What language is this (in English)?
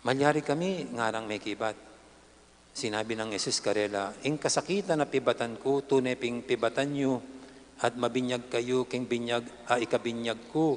Pampanga